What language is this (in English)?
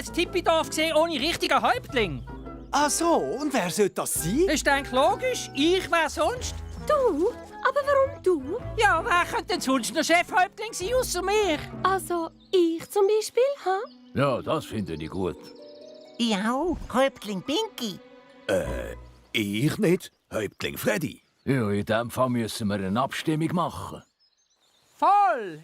Swiss German